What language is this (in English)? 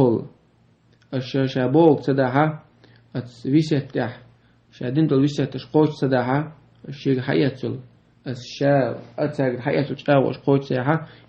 Chechen